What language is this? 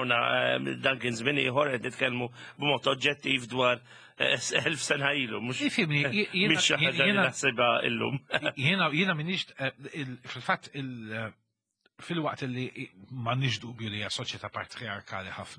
Maltese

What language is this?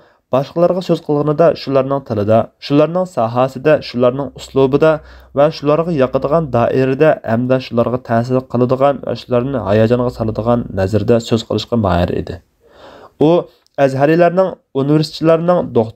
Uyghur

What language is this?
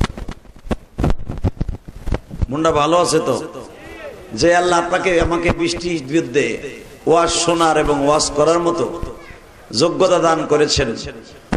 Bangla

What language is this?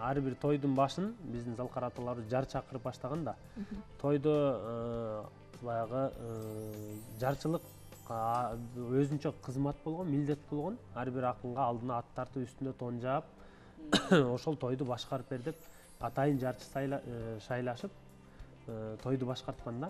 Kyrgyz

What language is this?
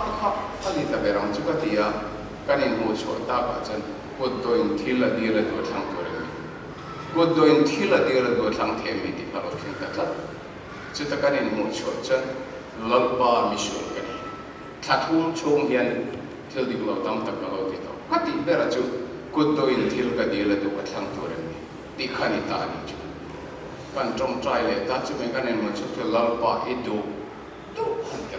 Mizo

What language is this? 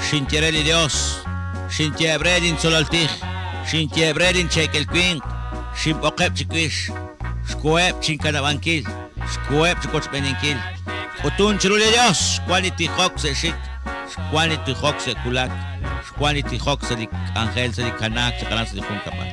Kekchí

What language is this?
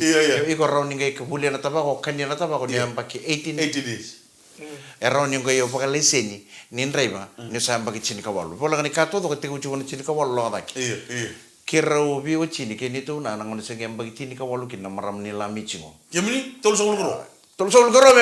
Fijian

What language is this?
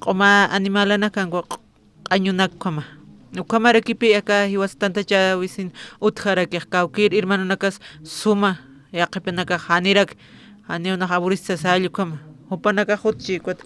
Aymara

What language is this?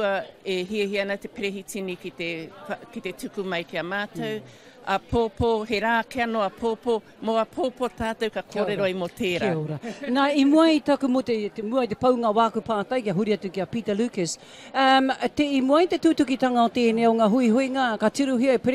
Māori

